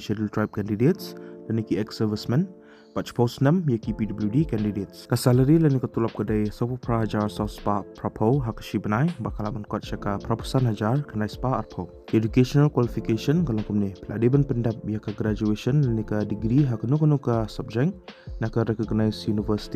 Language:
Khasi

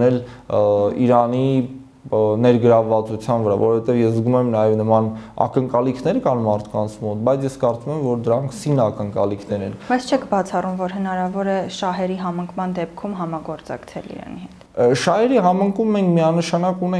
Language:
Armenian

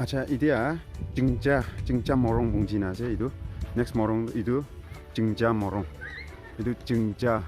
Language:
Naga Pidgin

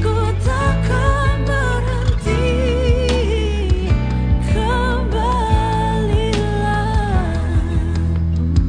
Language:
Indonesian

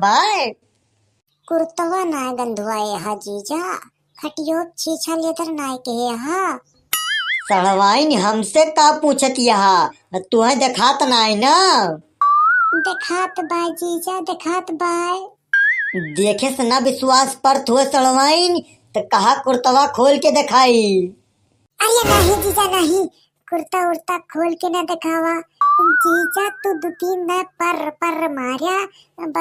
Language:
Awadhi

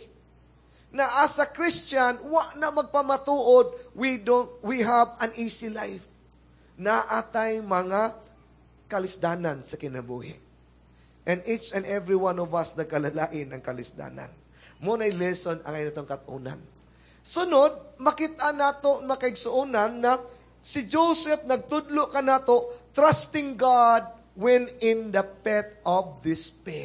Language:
Cebuano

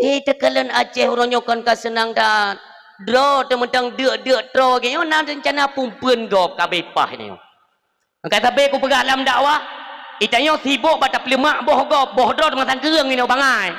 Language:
Achinese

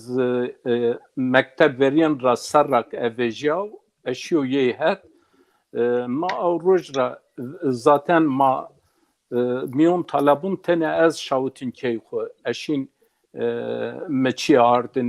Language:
Zaza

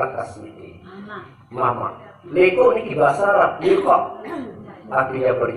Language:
Sasak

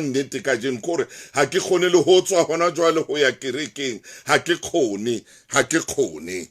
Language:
Southern Sotho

